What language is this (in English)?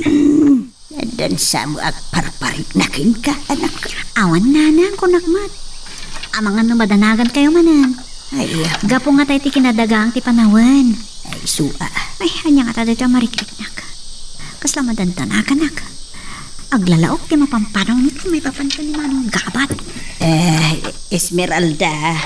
Iloko